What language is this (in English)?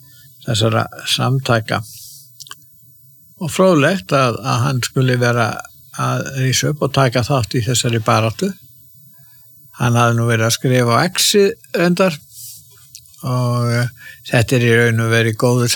Icelandic